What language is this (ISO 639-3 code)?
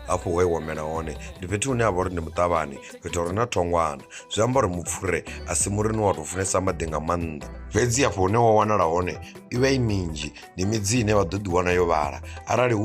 ven